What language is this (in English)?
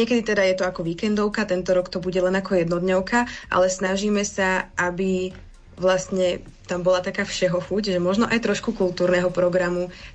Slovak